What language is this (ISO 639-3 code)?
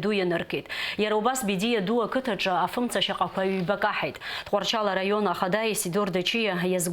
abk